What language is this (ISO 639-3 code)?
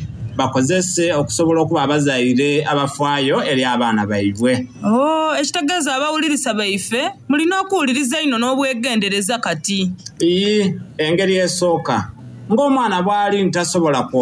xog